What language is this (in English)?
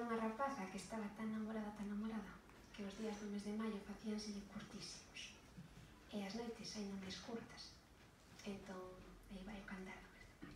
Galician